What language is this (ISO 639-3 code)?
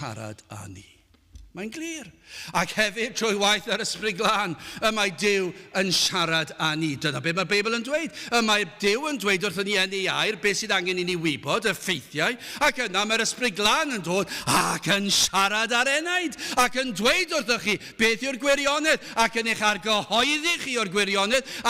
cym